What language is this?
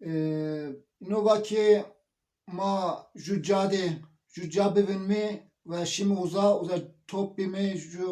Zaza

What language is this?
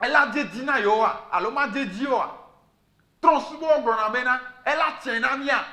Ewe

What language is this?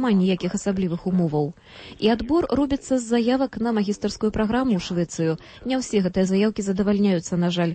Belarusian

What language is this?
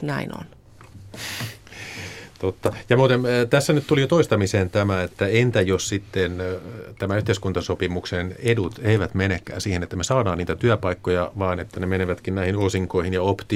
Finnish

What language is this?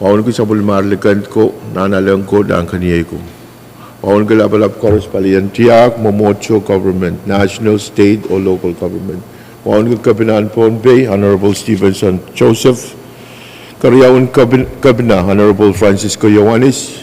Pohnpeian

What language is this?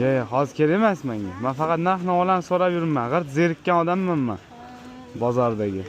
Uzbek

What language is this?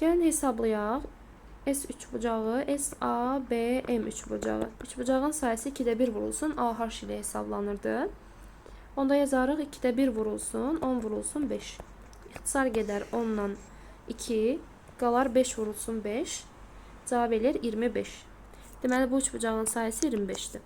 Azerbaijani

